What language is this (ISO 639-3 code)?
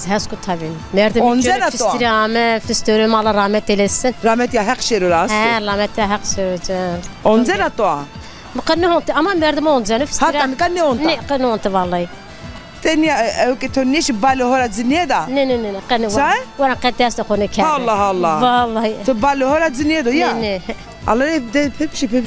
zza